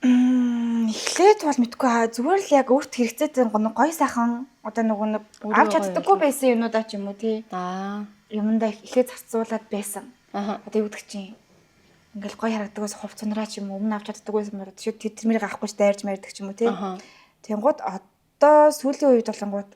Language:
Mongolian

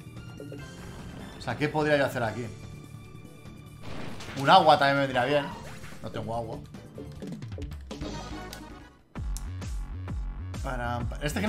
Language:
Spanish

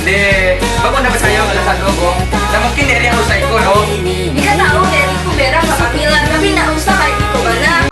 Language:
Minangkabau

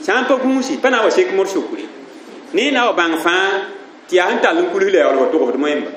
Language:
Mossi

